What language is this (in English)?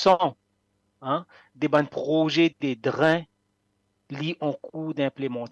Morisyen